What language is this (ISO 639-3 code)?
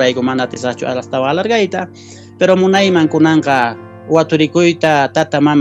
que